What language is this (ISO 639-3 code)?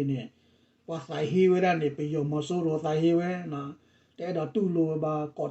ksw